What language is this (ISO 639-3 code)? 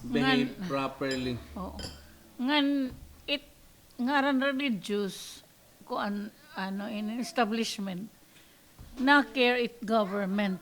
war